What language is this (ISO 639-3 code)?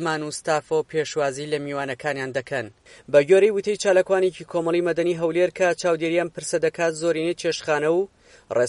ckb